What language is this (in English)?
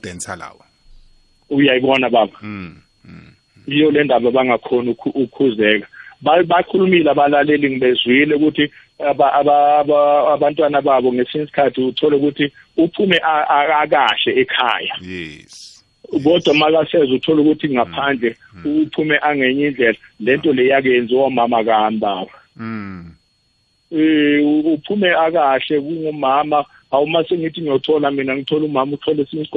South Ndebele